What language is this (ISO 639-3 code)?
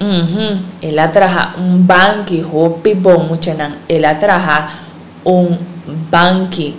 pap